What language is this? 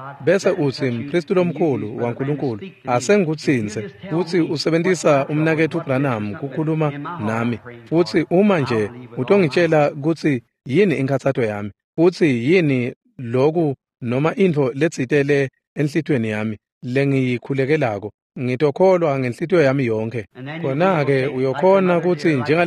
Swati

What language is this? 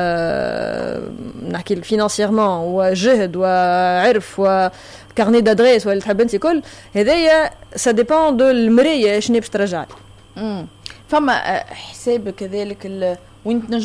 Tunisian Arabic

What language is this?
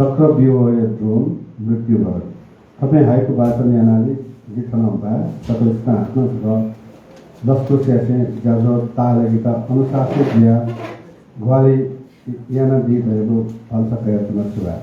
Newari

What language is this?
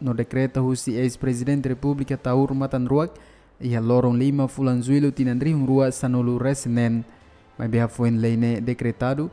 Tetum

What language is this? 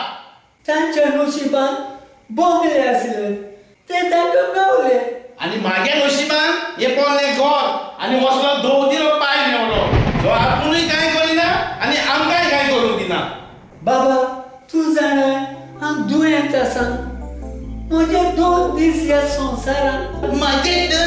Konkani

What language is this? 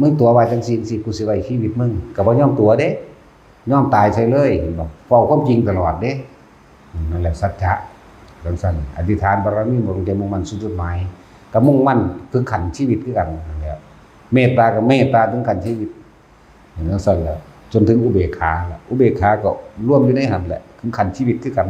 Northeastern Thai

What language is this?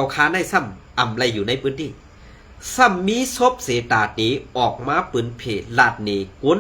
Shan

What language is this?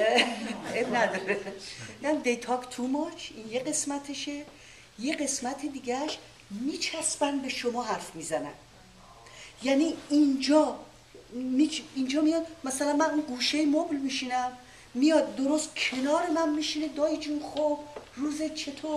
Persian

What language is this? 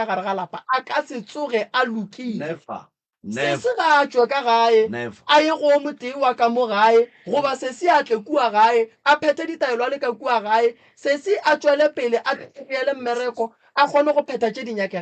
Northern Sotho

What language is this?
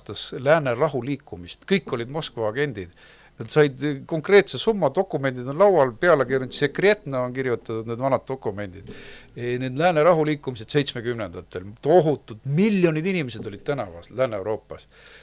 Estonian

